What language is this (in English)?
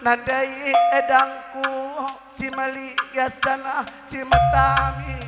Batak Karo